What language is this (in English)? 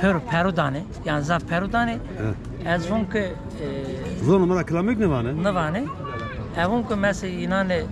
Zaza